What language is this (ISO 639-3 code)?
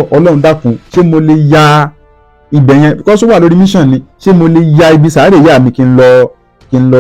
yor